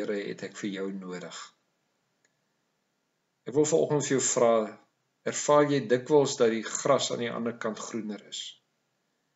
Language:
Afrikaans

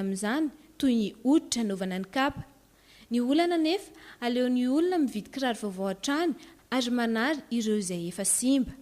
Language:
Malagasy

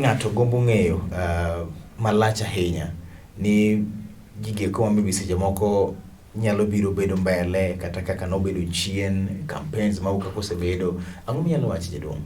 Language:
Luo (Kenya and Tanzania)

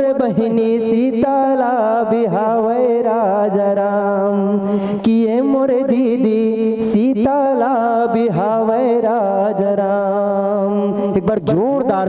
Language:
Chhattisgarhi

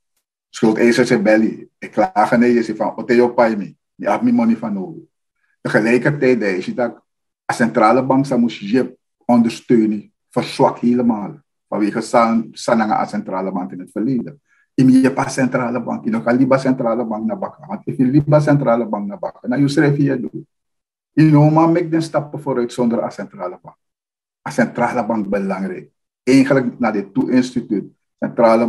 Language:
Dutch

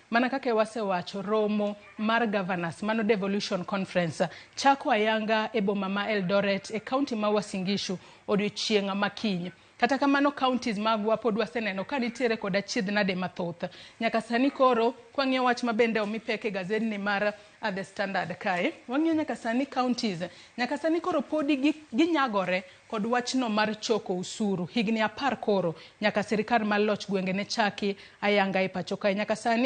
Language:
Luo (Kenya and Tanzania)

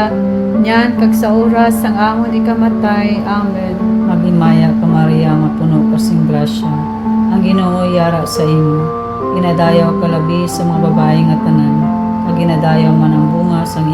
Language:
Hiligaynon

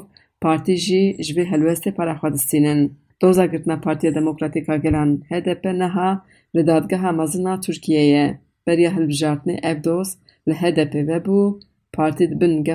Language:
Kurdish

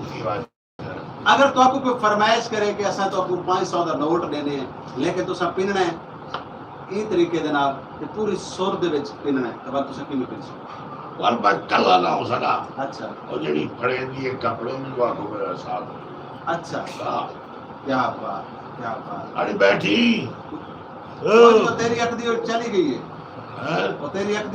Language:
Saraiki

